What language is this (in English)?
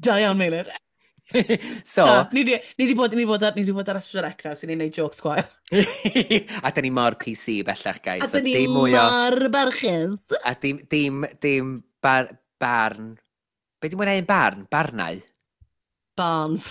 Welsh